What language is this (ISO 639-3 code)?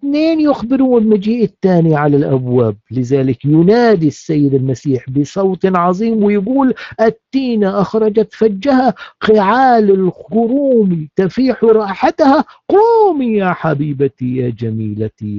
arz